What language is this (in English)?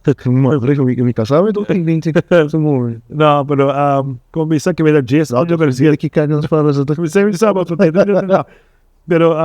Papiamento